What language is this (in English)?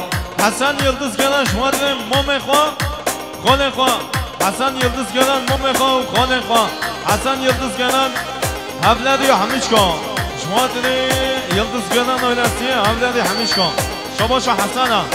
Kurdish